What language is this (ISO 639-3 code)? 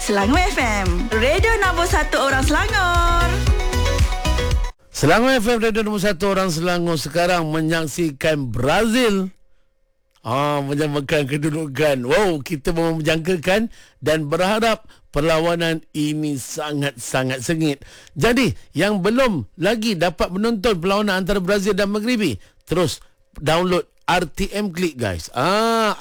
msa